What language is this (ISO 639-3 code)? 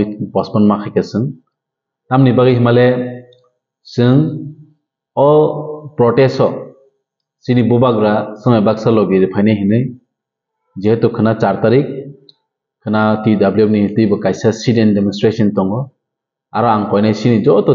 trp